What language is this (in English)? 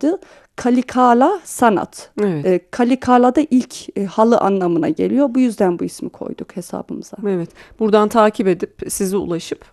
Turkish